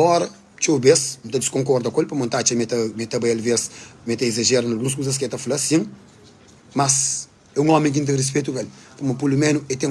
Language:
Kabuverdianu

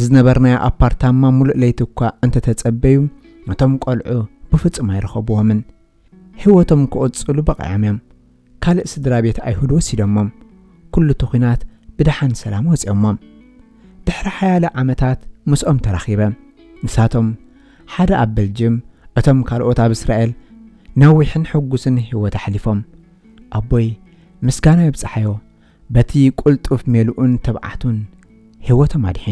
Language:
Tigrinya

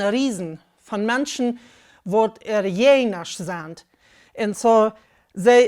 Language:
Plautdietsch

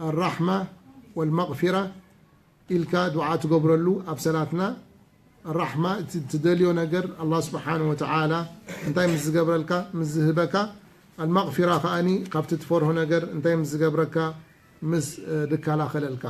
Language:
Tigrinya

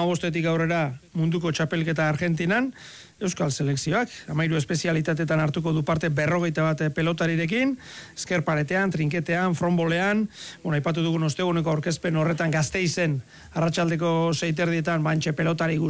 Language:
Basque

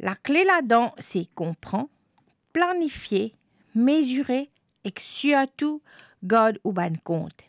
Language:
Morisyen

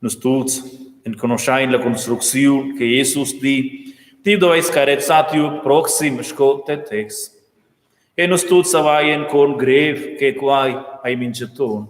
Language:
Romansh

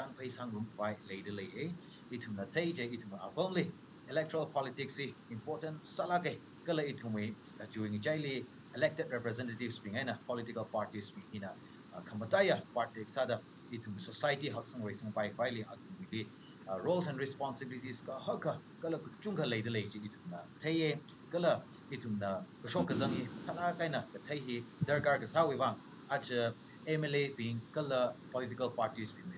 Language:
Tangkhul Naga (India)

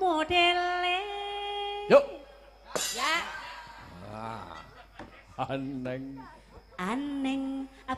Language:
Javanese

